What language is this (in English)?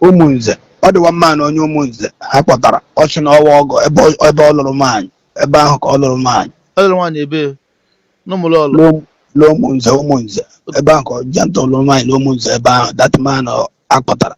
Igbo